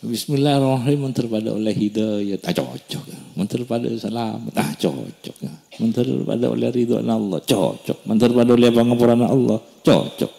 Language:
Madurese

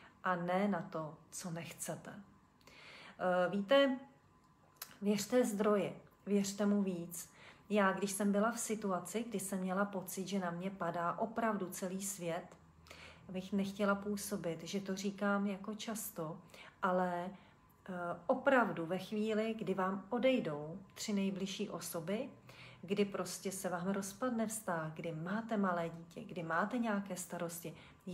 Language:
Czech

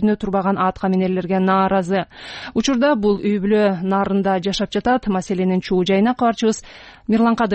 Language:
Kyrgyz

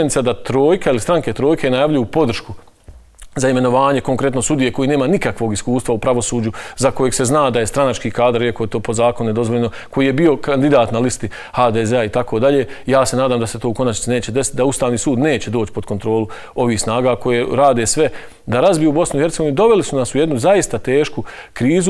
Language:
Bosnian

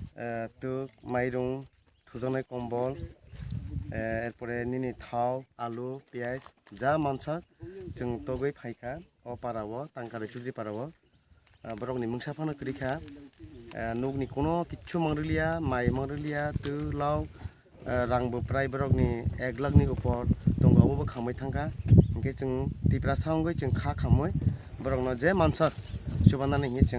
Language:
Kok Borok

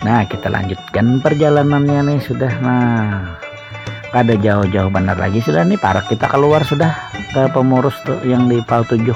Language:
Banjar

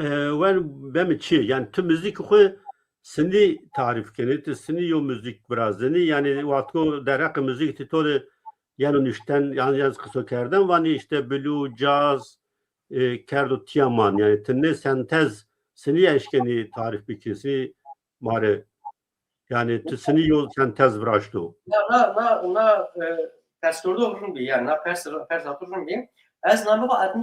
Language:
Zaza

